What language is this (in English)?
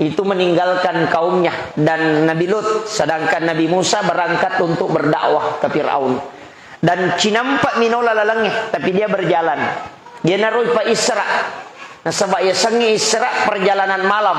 Buginese